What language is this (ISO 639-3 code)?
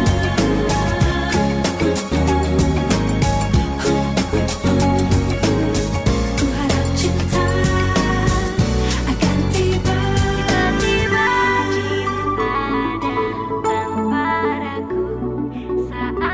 ind